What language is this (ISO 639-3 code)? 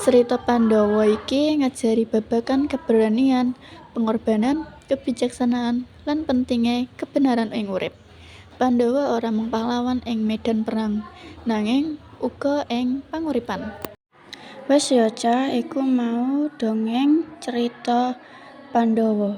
jav